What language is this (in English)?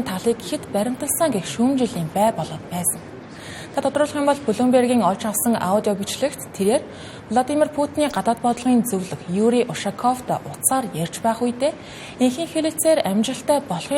Mongolian